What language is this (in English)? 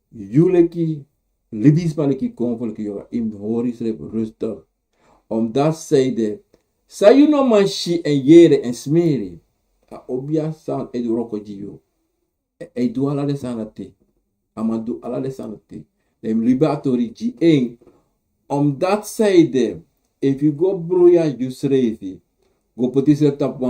Sranan Tongo